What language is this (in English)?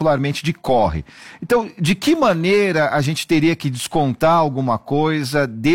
Portuguese